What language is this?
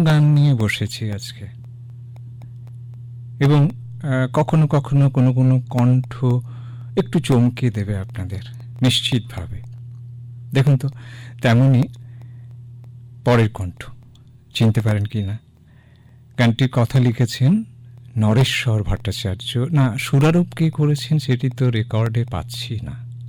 Bangla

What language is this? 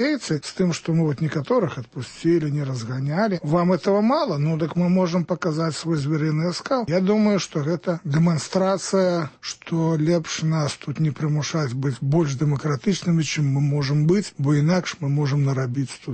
Belarusian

